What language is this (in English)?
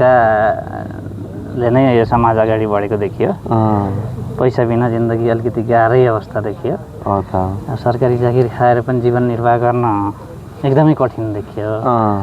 Nepali